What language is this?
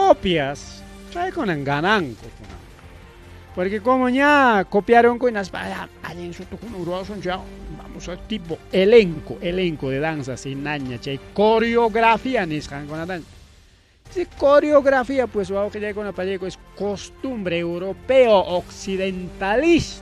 Ayacucho Quechua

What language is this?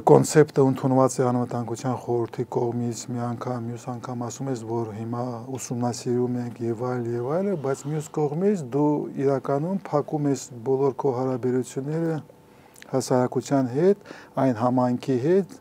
Armenian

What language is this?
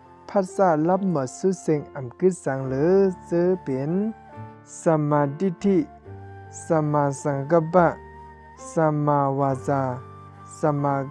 Shan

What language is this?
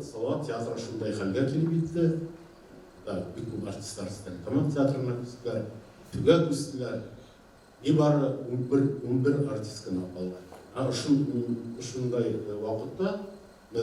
Bashkir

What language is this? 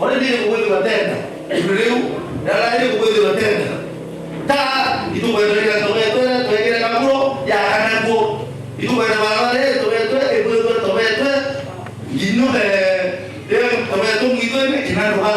Meru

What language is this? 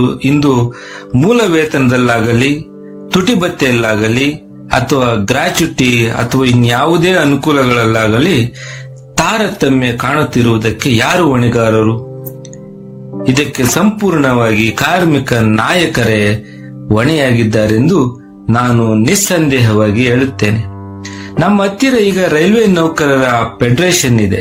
Kannada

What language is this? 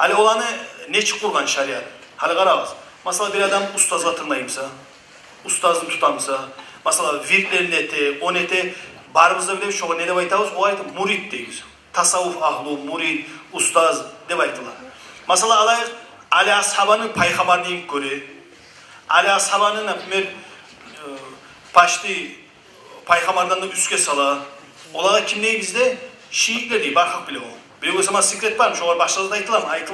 Kumyk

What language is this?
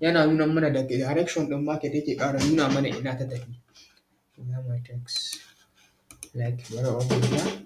Hausa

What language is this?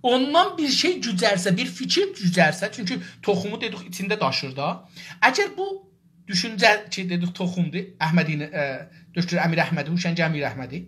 South Azerbaijani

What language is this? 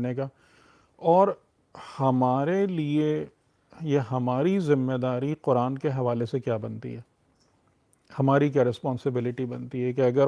Urdu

